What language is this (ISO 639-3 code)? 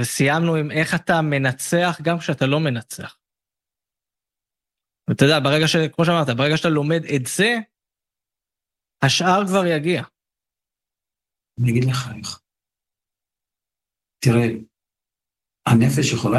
heb